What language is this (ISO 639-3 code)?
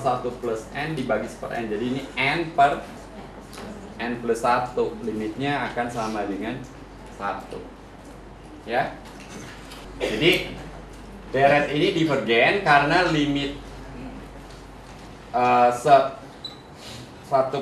ind